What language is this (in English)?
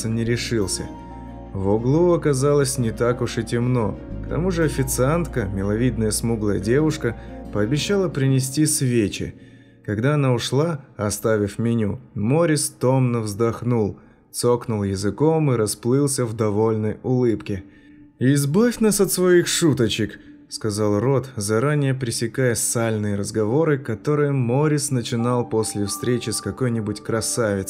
Russian